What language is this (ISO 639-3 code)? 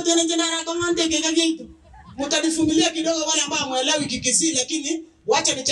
guz